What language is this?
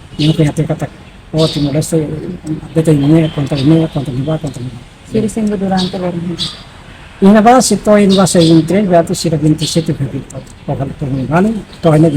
Tetum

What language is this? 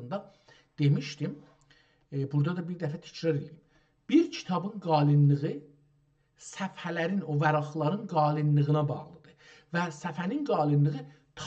South Azerbaijani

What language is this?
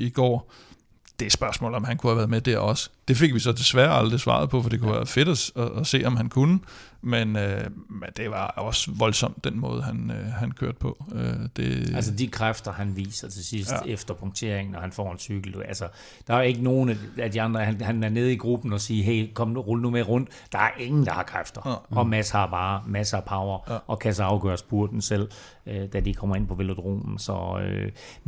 Danish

